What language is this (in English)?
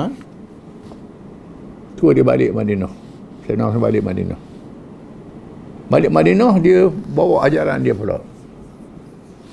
Malay